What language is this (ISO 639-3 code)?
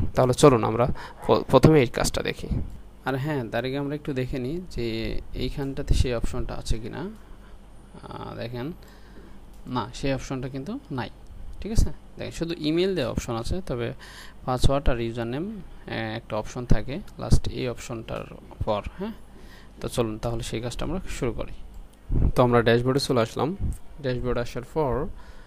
ben